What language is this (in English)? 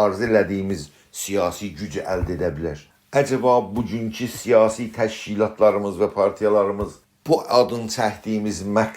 South Azerbaijani